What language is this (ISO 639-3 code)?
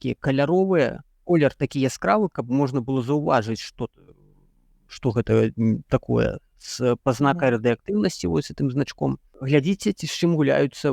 bel